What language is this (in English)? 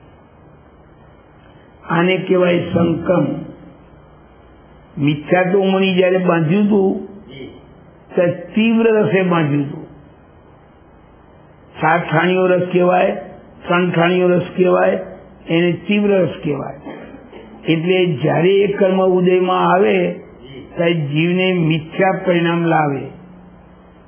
Gujarati